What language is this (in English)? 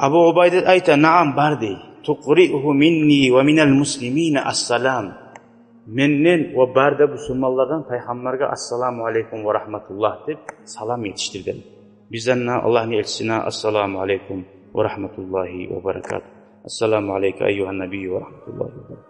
Kumyk